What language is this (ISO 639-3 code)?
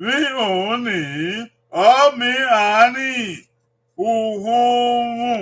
bin